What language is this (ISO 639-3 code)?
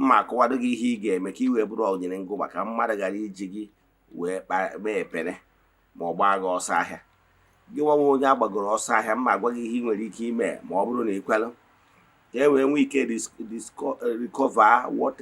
ibo